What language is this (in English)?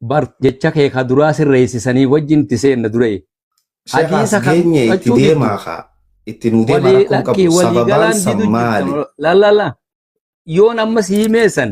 Oromo